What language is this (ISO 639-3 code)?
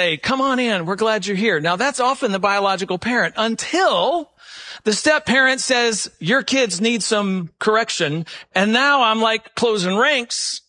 eng